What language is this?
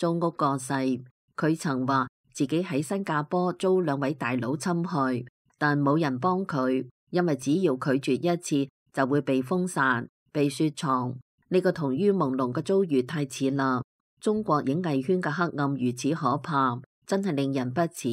Cantonese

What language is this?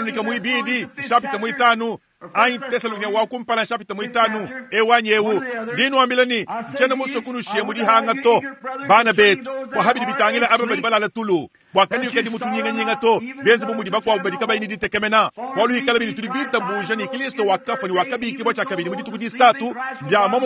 Luba-Lulua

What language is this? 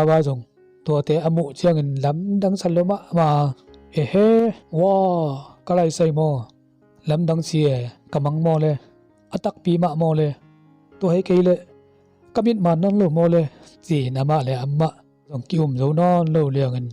Tedim Chin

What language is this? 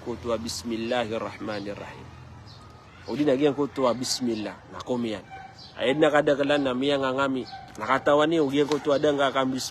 Maranao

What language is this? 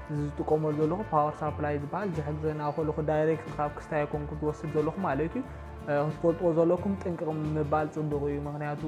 Tigrinya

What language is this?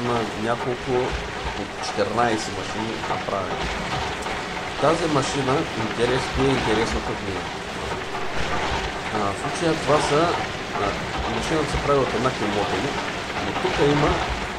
Bulgarian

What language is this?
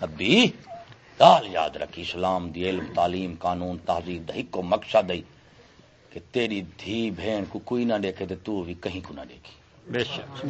Saraiki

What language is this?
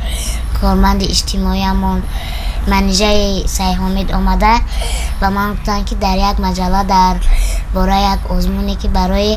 Tajik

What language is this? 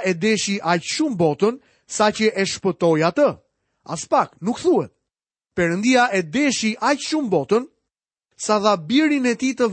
Albanian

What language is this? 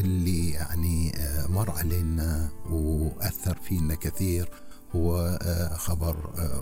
Gulf Arabic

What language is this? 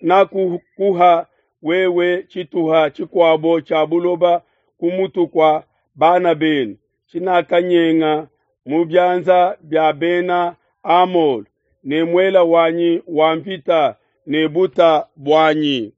Luba-Lulua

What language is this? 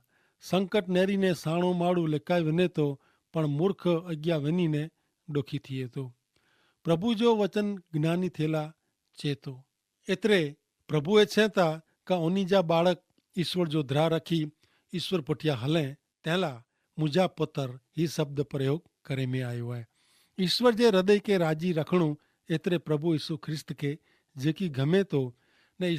Kachhi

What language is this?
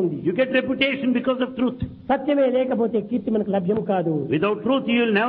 Telugu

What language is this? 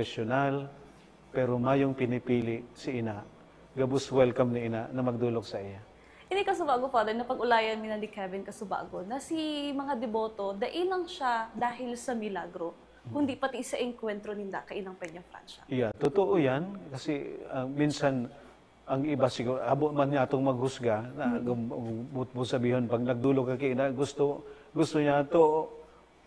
Bikol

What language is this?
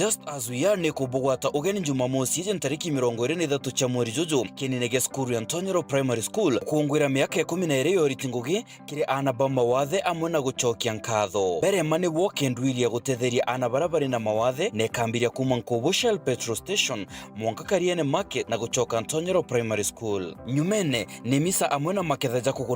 Meru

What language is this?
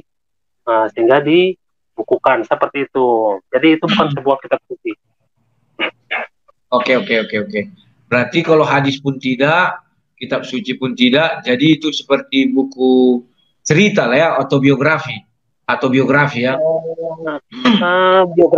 Indonesian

